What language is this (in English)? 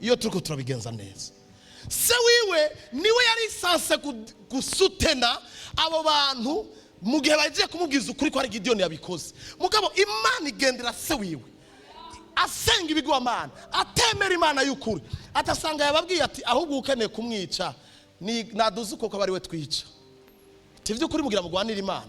Rundi